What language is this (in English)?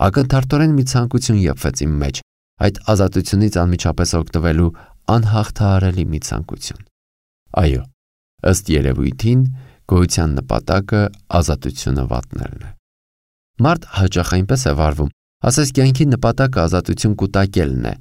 Armenian